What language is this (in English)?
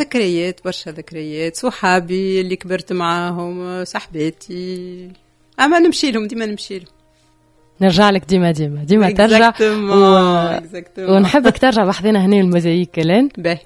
Tunisian Arabic